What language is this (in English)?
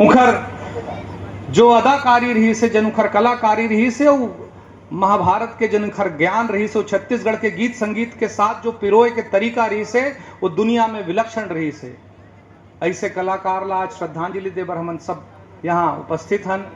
Chhattisgarhi